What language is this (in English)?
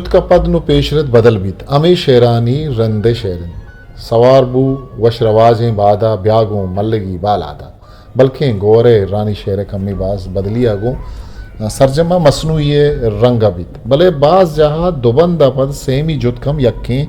Eastern Balochi